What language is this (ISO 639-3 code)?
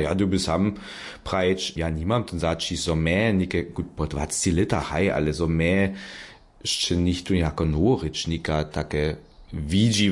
hsb